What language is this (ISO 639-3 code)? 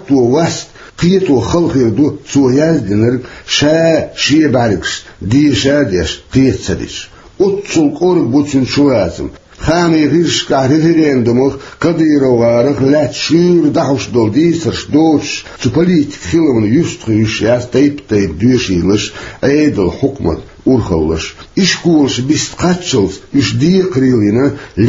che